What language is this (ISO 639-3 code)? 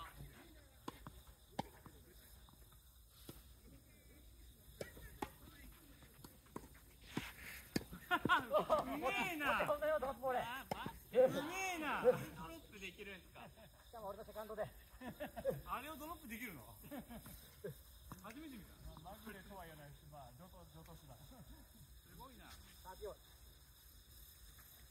jpn